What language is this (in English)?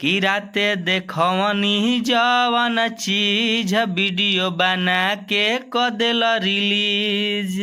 Bhojpuri